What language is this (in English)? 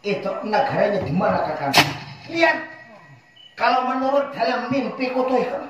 Banjar